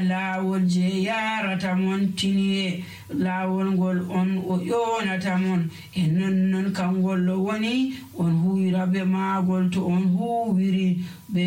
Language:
Nigerian Fulfulde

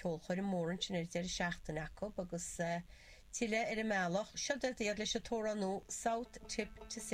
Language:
Irish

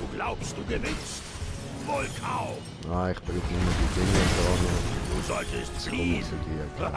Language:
Swiss German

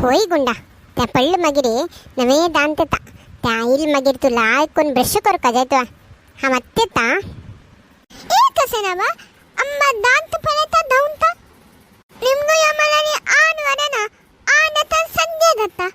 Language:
Konkani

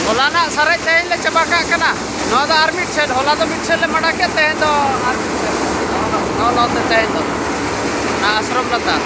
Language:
Santali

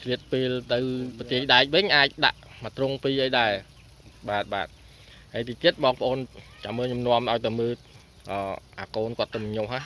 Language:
Khmer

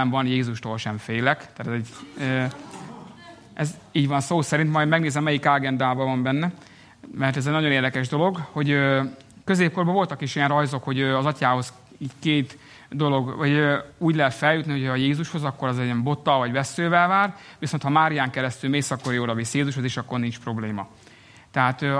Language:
Hungarian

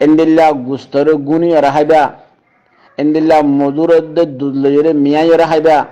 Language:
Rohingya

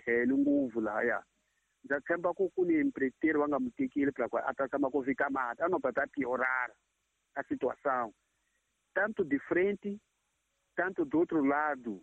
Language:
Tsonga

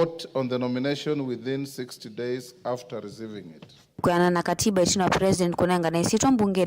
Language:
Kamba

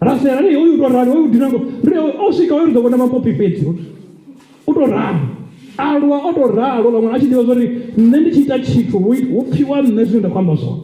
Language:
Venda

